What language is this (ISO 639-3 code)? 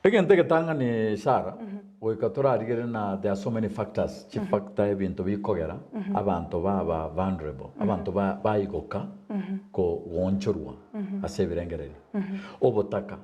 guz